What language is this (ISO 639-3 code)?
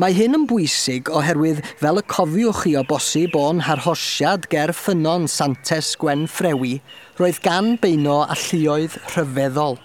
cym